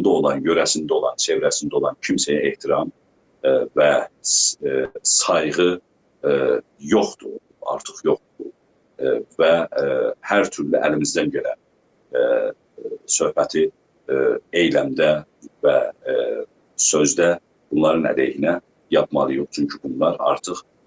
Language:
South Azerbaijani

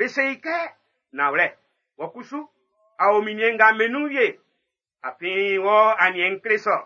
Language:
Baoulé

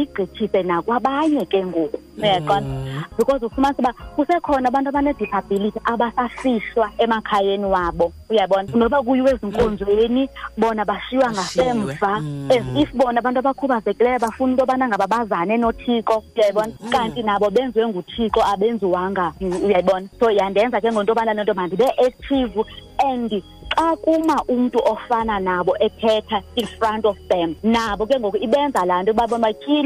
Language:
Xhosa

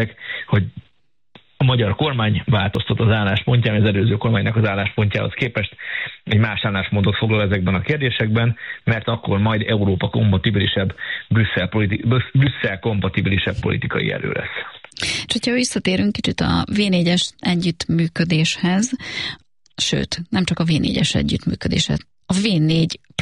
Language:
Hungarian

